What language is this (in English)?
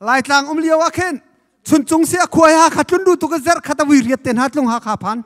Hakha Chin